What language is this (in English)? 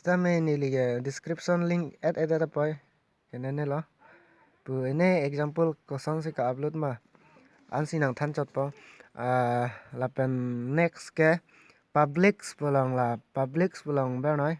Karbi